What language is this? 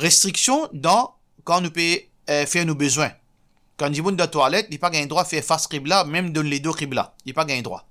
Morisyen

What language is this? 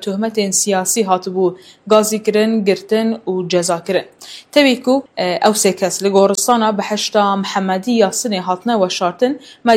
Kurdish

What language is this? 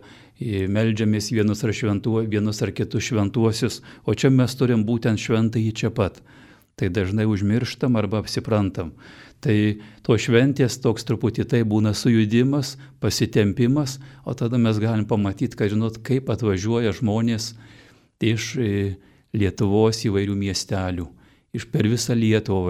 Lithuanian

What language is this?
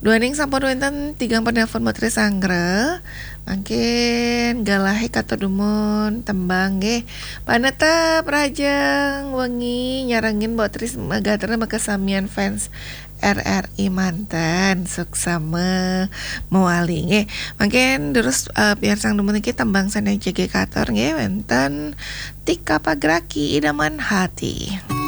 Balinese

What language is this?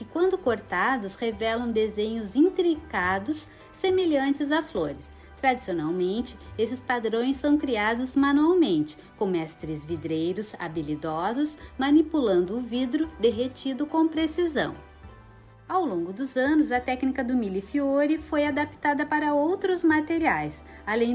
Portuguese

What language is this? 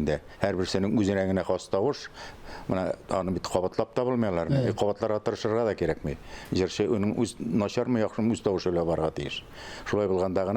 Tatar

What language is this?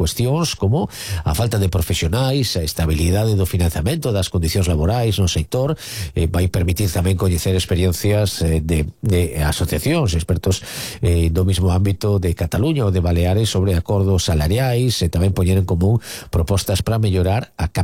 Galician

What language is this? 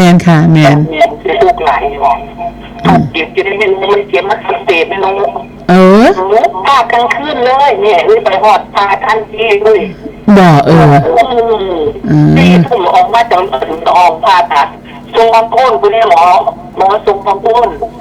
Northeastern Thai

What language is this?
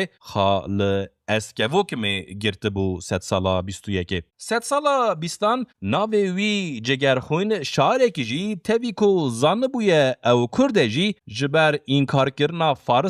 Kurdish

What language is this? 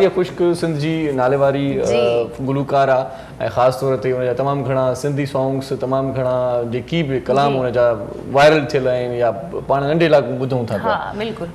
Sindhi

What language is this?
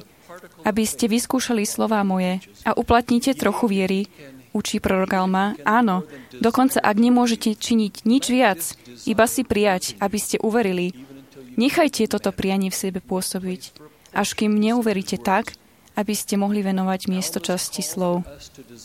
Slovak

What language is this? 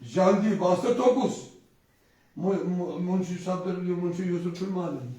Kashmiri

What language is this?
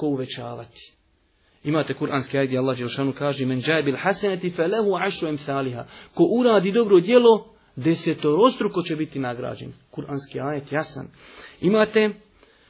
Bosnian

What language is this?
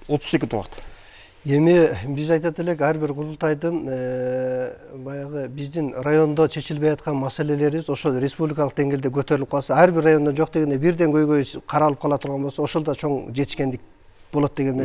Kyrgyz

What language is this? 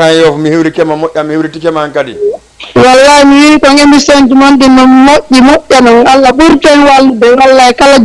Fula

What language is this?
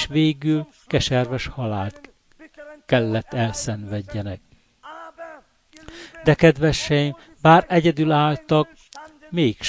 Hungarian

